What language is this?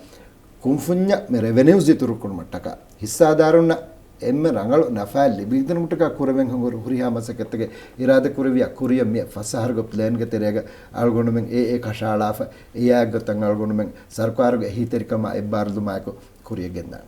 Divehi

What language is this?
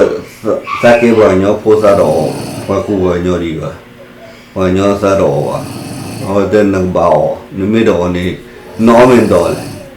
S'gaw Karen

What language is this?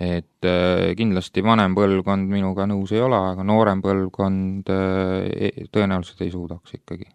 Estonian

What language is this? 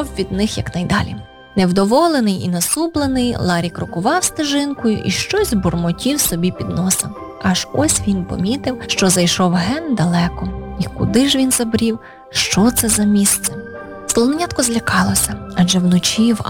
Ukrainian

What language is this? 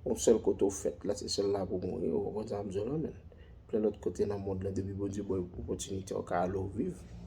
Haitian Creole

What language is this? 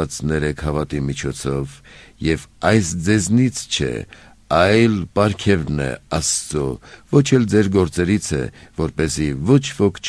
Armenian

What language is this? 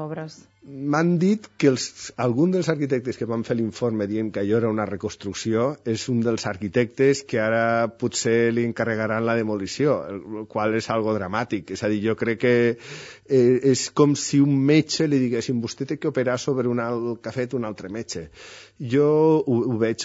Catalan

